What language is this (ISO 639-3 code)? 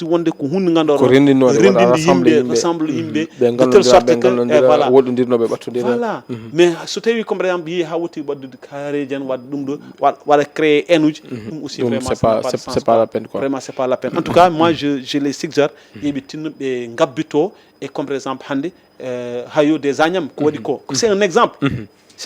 ful